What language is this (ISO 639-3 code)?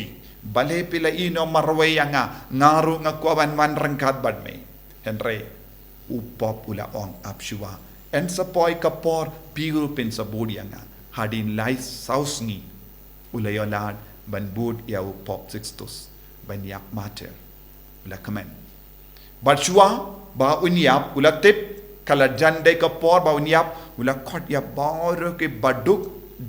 kha